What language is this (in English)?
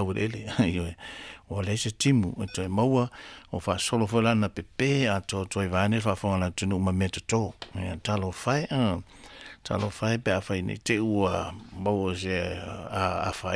Samoan